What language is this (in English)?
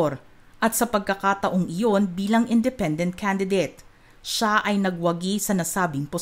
Filipino